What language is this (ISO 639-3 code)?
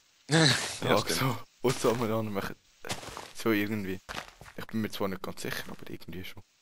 gsw